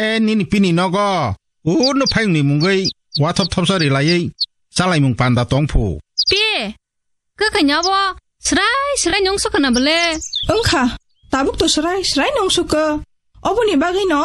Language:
Kok Borok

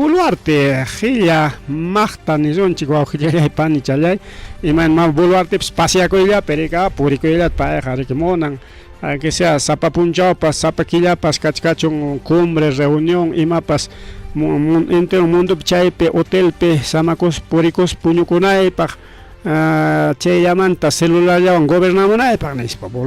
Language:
Ayacucho Quechua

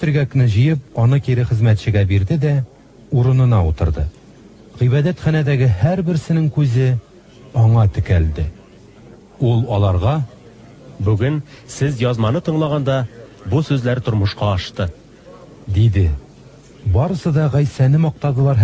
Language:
Tatar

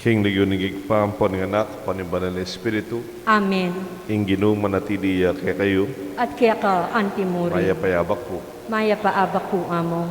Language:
Pampanga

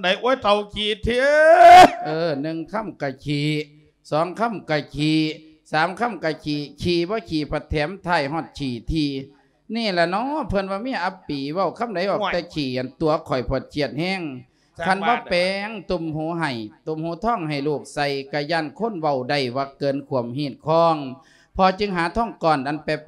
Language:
Lao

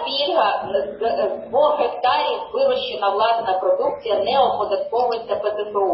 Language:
Ukrainian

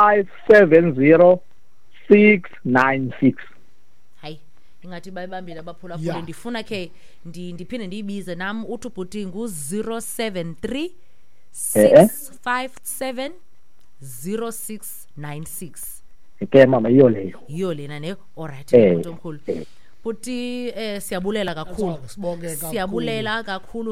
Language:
Xhosa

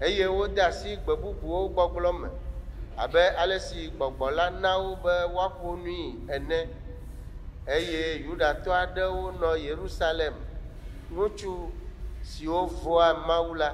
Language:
Ewe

